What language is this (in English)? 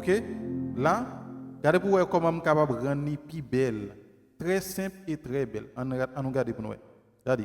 Haitian Creole